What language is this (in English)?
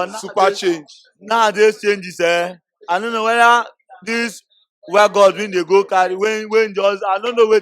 Nigerian Pidgin